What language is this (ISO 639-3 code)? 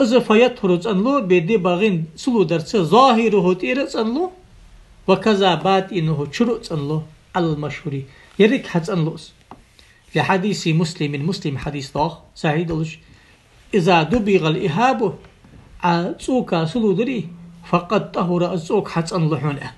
inh